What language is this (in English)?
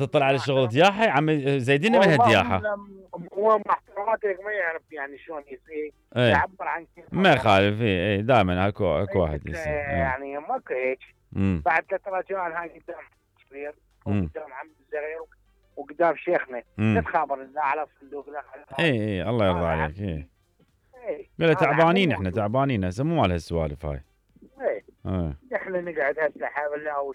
Mesopotamian Arabic